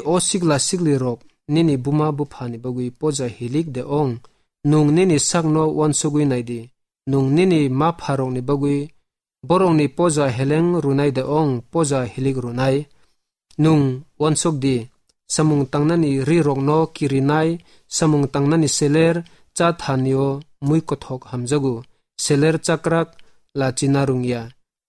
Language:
Kok Borok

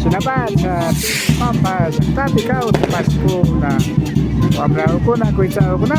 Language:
Imbabura Highland Quichua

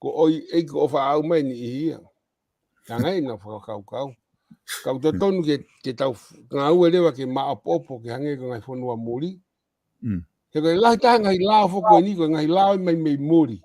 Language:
Tongan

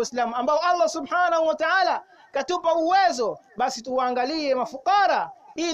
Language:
Swahili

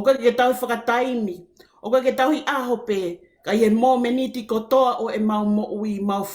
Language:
Tongan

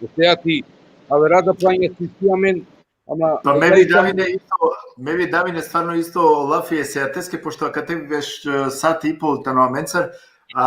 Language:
Balkan Romani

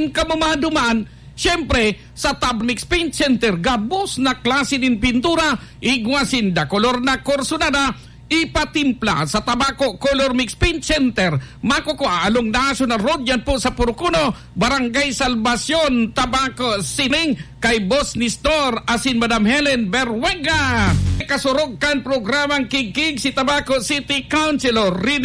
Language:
Bikol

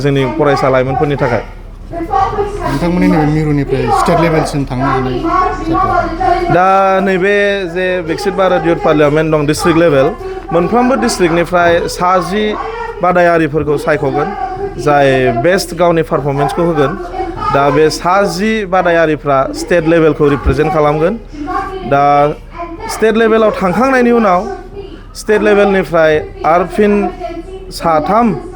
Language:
Bodo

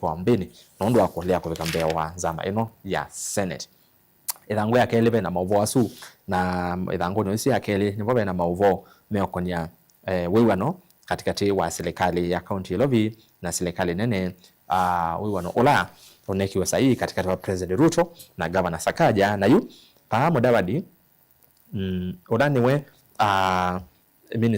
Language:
Kamba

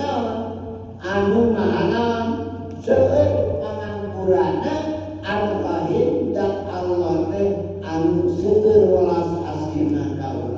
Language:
Sundanese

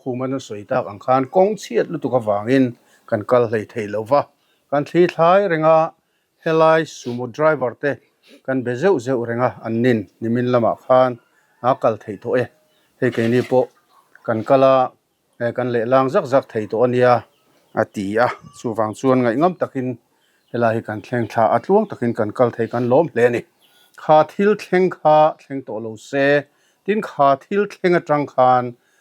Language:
Mizo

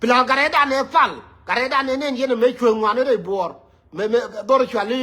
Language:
Nuer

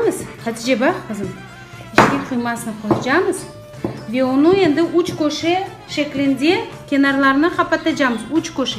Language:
Crimean Tatar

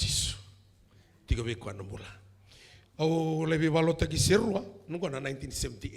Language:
Fijian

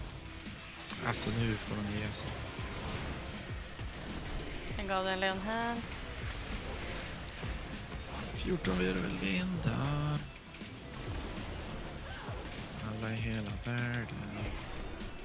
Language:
Swedish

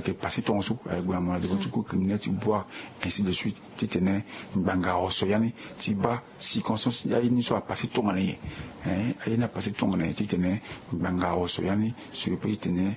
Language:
Sango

